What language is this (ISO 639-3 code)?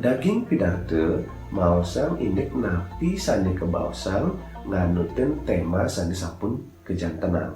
ban